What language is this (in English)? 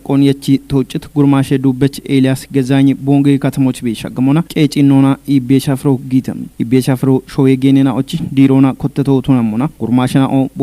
Kafa